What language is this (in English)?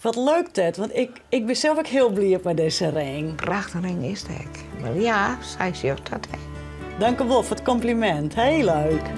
Western Frisian